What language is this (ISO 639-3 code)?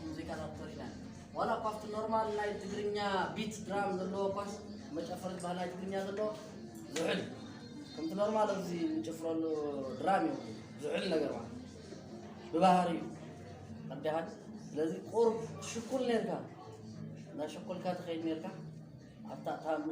tir